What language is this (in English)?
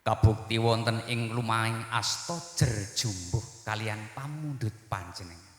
Javanese